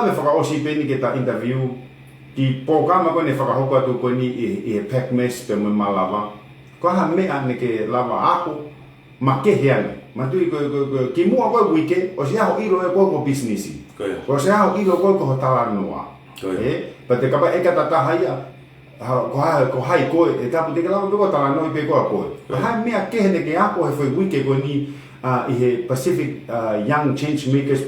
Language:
Tongan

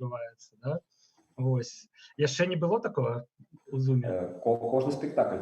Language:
Belarusian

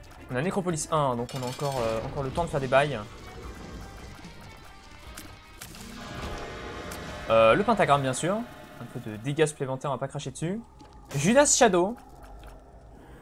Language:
French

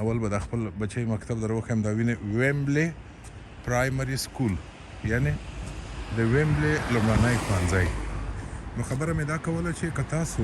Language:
Pashto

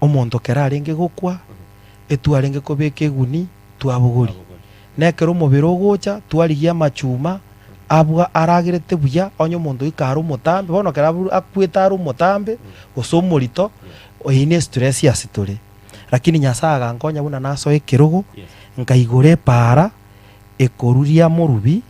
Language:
Gusii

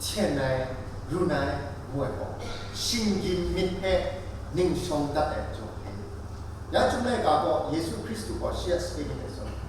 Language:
Kachin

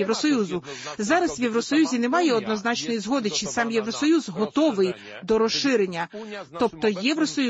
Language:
Ukrainian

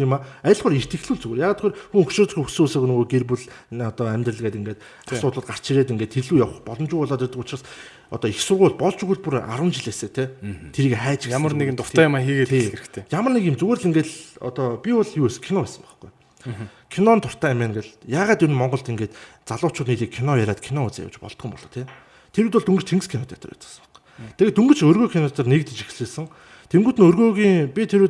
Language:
Mongolian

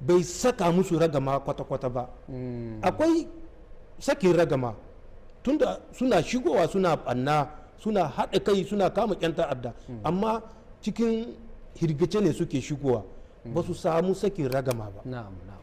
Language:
Hausa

